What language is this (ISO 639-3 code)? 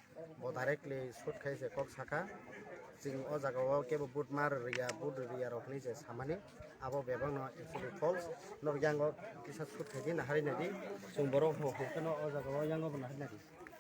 trp